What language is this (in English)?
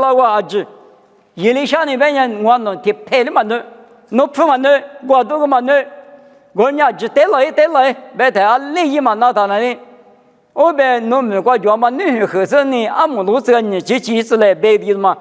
Lisu